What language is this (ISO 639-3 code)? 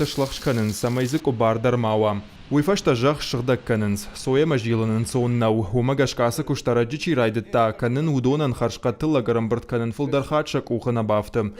oss